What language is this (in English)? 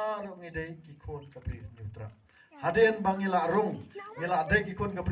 Khasi